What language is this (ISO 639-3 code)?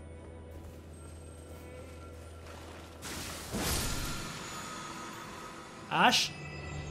fas